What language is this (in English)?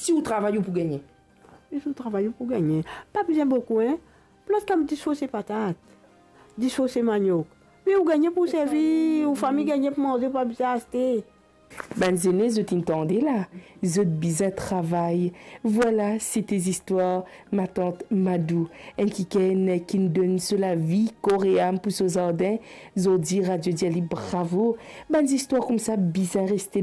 Morisyen